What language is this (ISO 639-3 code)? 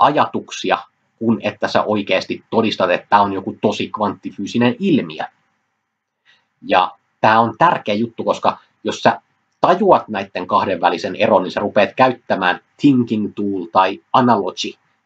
fin